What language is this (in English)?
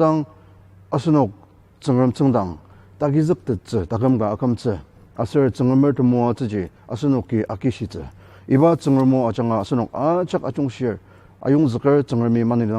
Ao Naga